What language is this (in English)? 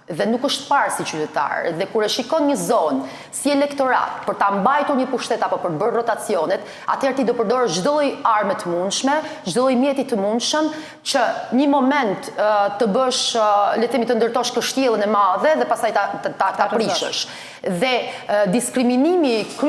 Albanian